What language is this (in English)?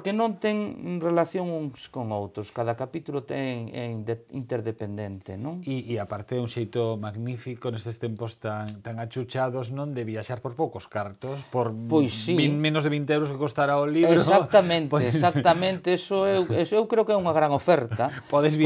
Galician